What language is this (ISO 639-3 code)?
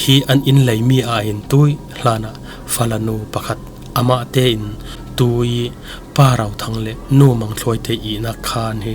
cfm